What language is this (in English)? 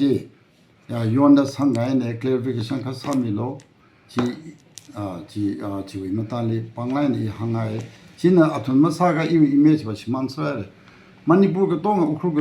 Tangkhul Naga (India)